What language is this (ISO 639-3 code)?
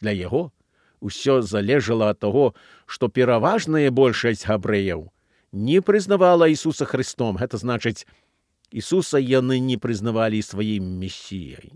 bel